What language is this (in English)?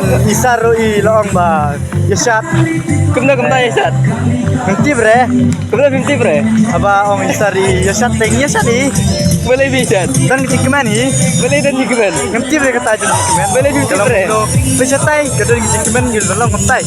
Khasi